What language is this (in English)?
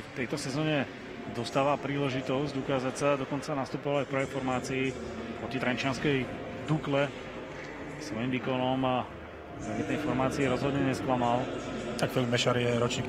Slovak